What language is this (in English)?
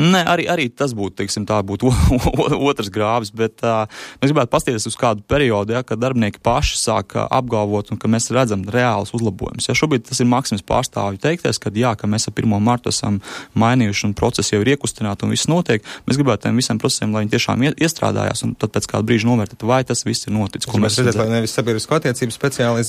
Latvian